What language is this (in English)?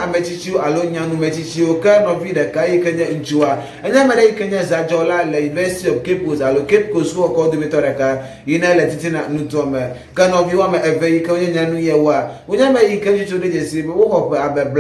Ewe